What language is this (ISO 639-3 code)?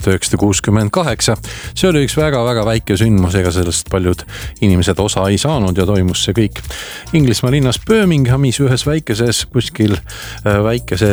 est